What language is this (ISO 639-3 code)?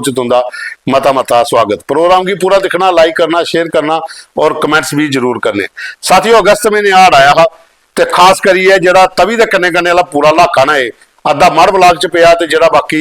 doi